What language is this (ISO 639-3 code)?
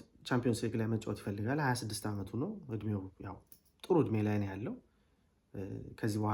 amh